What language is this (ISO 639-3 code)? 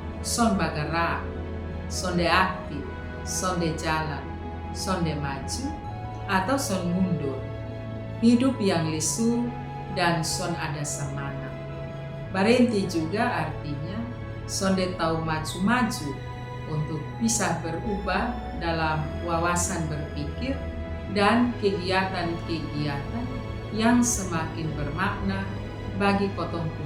mkn